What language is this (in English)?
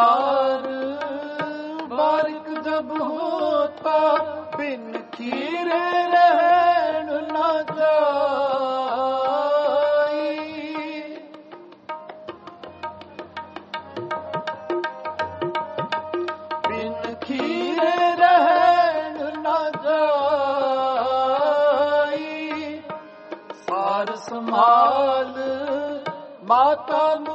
Punjabi